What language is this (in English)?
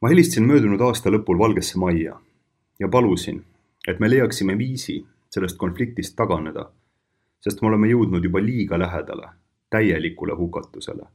Estonian